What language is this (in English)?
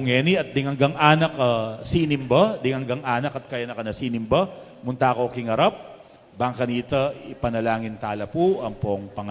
Pampanga